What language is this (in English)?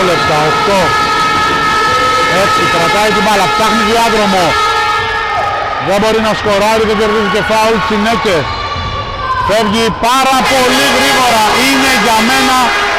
Greek